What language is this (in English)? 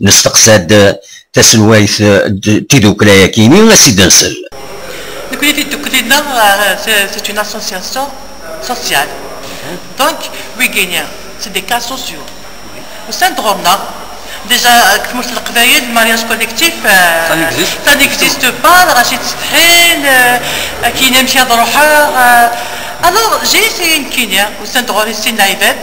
Kabyle